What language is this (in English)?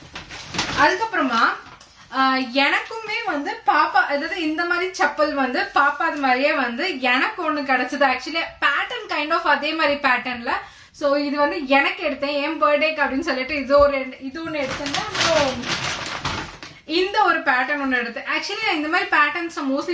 Tamil